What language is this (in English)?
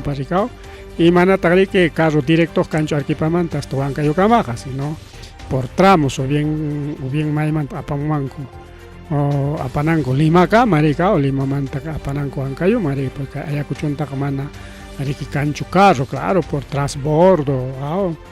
Ayacucho Quechua